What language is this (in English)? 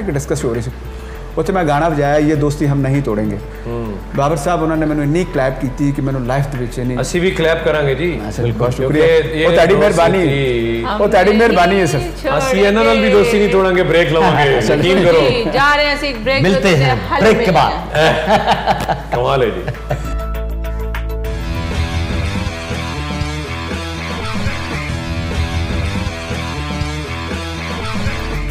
Punjabi